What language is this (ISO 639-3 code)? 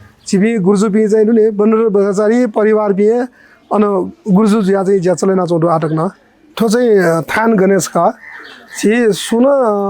new